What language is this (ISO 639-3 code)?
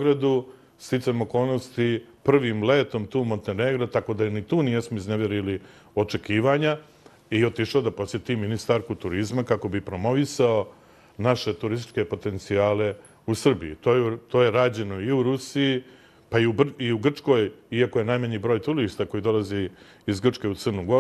srp